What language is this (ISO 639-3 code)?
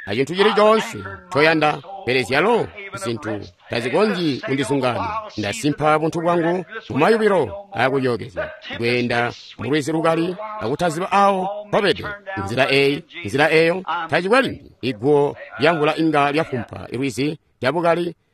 toi